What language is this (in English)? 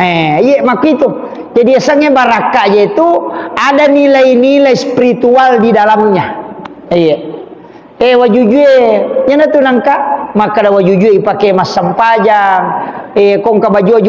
Buginese